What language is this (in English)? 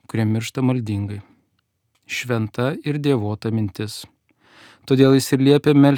Lithuanian